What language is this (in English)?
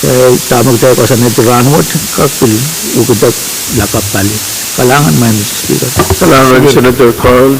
Pohnpeian